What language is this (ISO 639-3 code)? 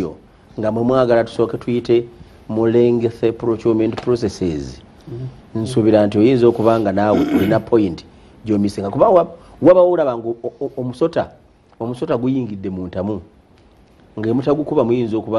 lug